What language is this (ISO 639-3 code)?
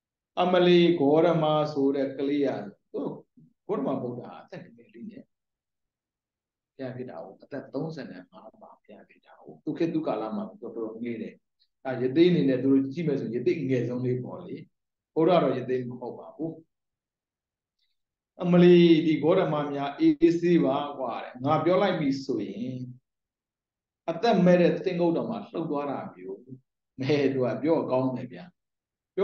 mya